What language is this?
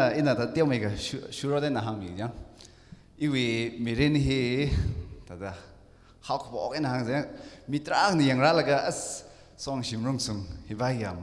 Tangkhul Naga (India)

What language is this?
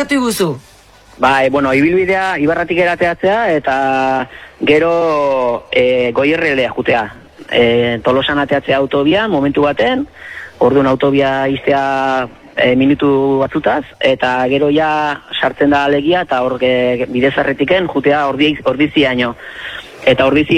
Basque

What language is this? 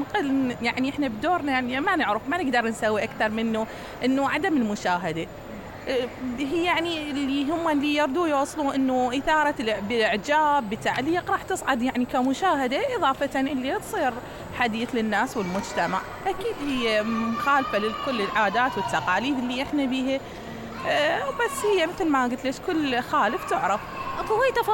Mesopotamian Arabic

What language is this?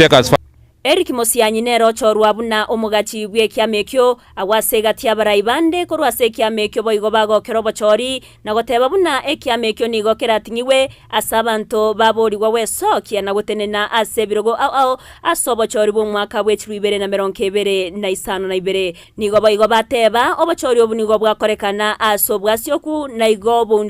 Gusii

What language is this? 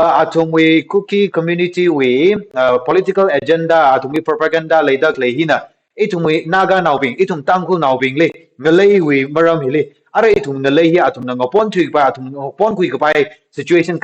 Tangkhul Naga (India)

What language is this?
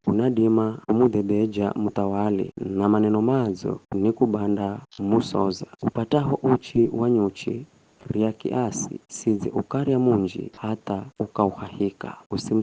Giryama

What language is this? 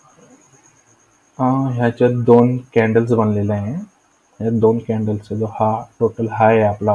Marathi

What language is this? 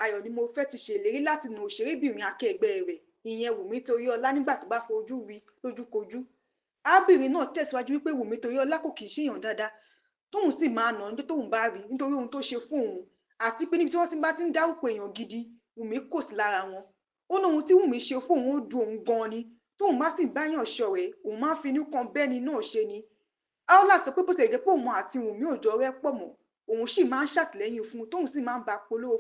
Yoruba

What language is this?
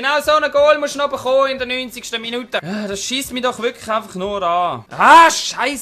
Swiss German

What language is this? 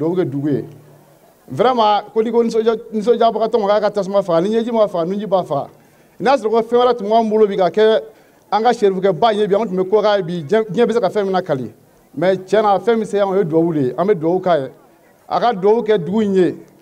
Bambara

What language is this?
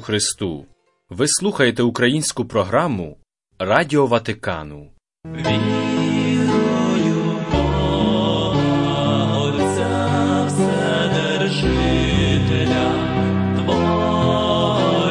Ukrainian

